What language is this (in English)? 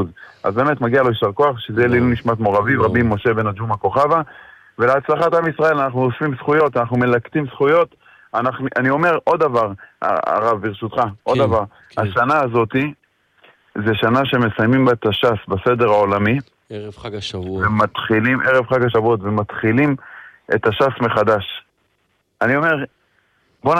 Hebrew